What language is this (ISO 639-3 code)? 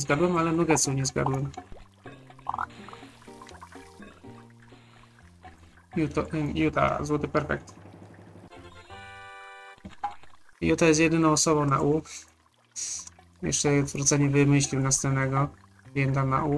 pol